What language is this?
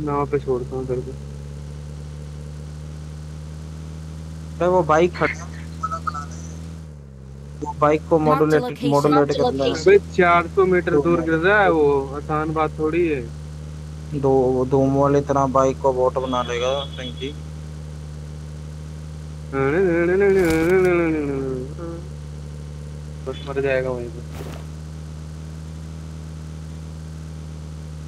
Hindi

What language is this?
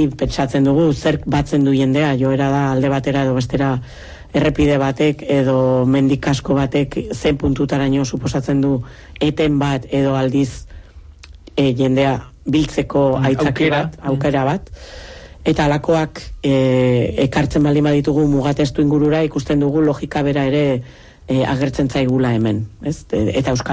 Basque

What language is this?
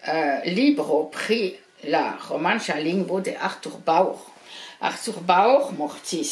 Esperanto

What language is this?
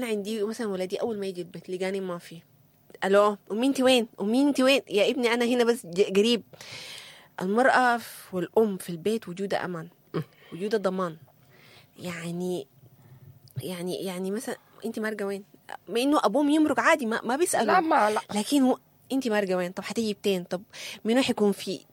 Sudanese Arabic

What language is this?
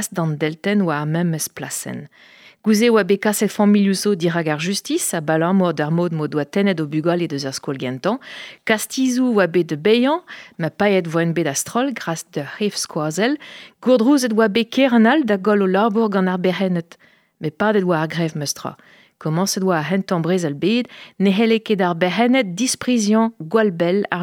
Breton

